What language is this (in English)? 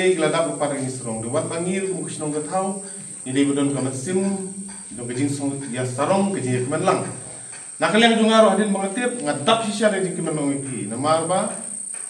Khasi